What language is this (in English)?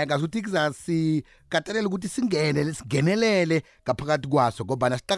South Ndebele